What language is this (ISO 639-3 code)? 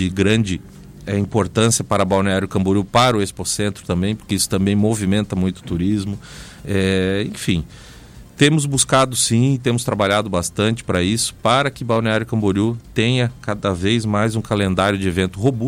por